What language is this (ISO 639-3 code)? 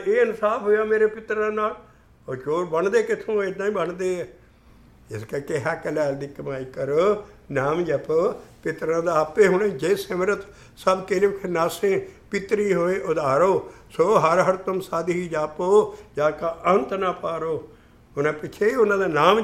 pan